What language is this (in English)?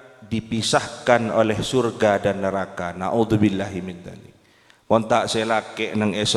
Madurese